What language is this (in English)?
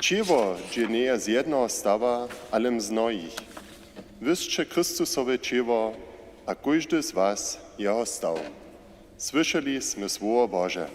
Upper Sorbian